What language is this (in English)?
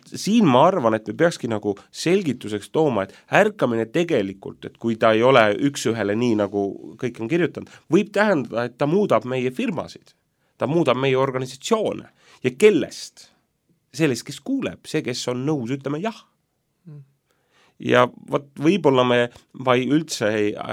Estonian